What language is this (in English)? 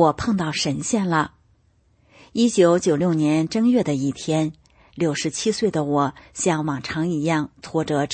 Chinese